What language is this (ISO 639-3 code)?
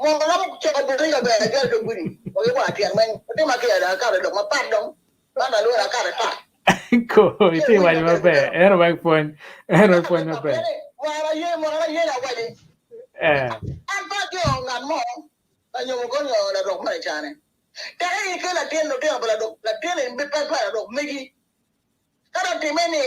ach